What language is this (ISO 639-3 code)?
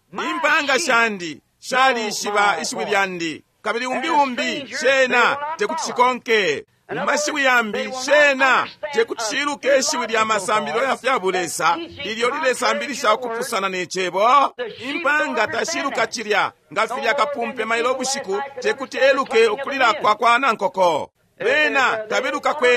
bem